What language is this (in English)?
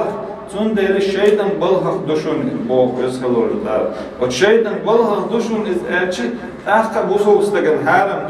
Chechen